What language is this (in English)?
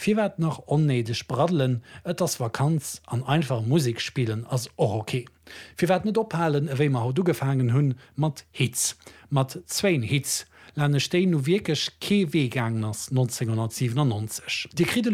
Luxembourgish